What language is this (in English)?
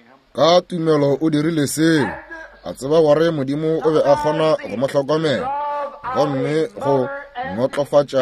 Northern Sotho